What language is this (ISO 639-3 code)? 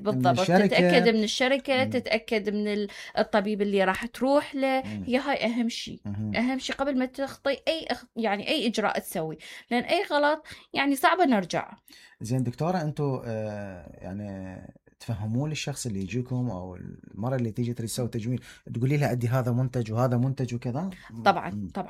acm